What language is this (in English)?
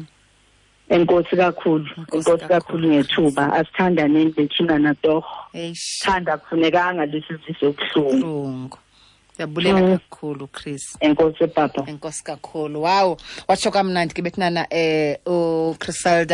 Xhosa